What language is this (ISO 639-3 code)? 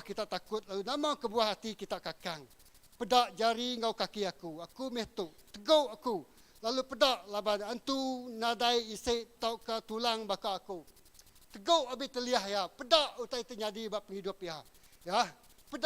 iba